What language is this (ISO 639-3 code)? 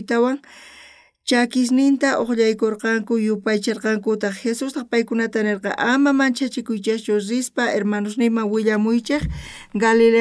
quh